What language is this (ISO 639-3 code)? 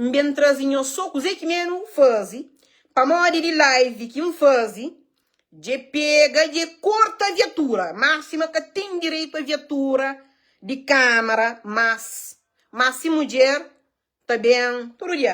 kea